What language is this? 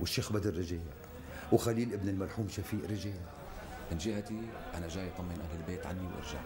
North Levantine Arabic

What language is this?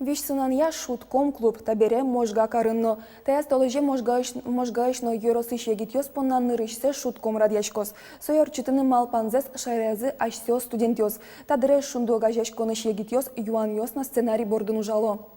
Udmurt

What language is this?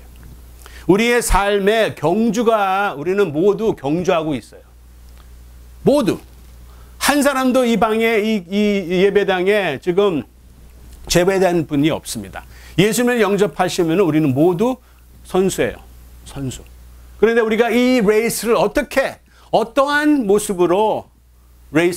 Korean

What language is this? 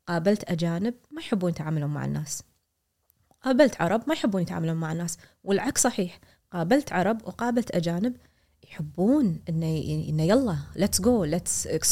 Gulf Arabic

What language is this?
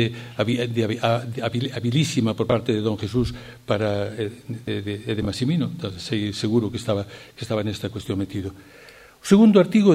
Galician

